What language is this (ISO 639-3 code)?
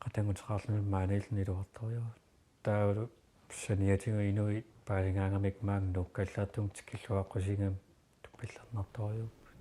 kal